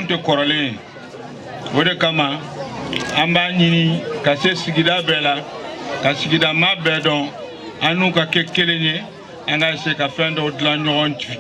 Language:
Bambara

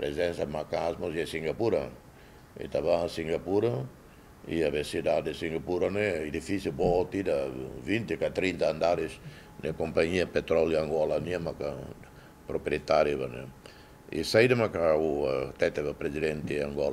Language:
Tetum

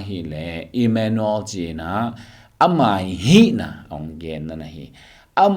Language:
Tedim Chin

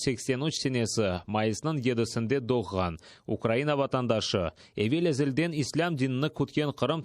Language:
Crimean Tatar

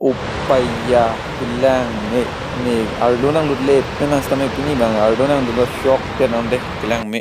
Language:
Karbi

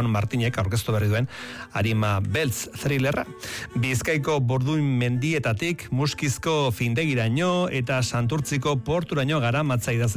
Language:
Basque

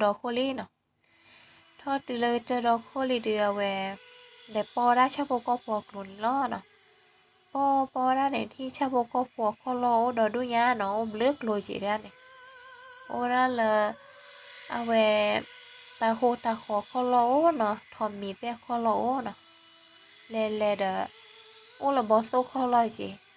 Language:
S'gaw Karen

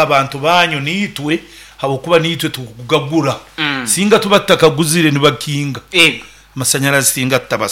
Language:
Nyoro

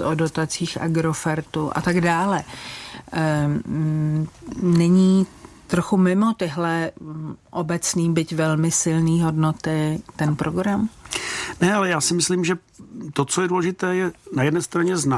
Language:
Czech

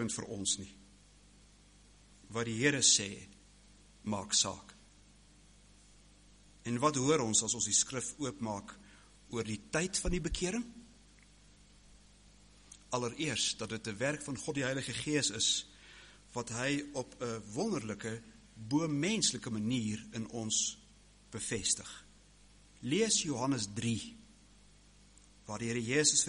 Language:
Afrikaans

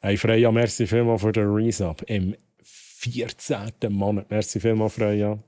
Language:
Swiss German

